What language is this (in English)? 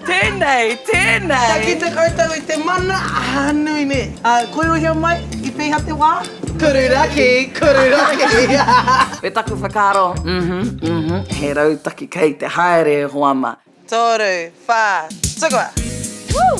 Māori